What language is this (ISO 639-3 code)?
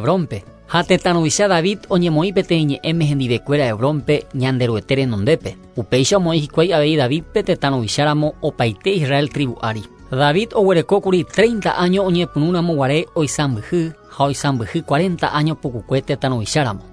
grn